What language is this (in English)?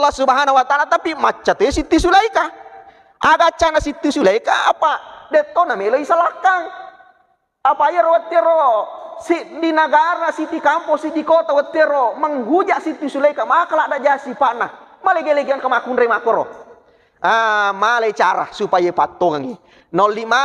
Buginese